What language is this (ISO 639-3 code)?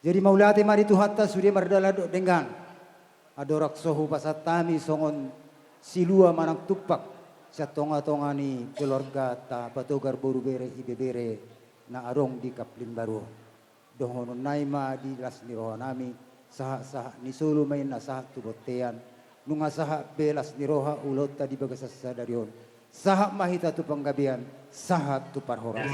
bbc